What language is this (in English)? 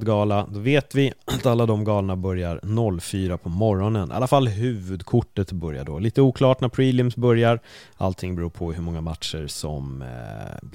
Swedish